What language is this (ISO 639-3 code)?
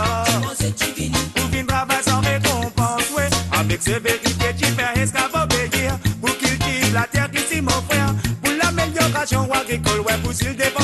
mfe